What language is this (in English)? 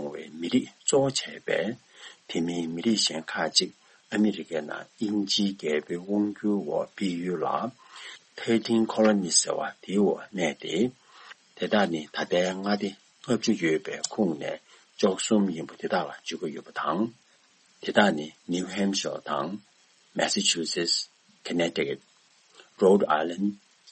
Tibetan